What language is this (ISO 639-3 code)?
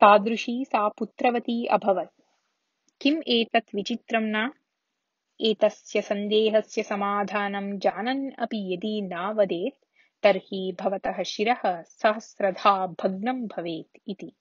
san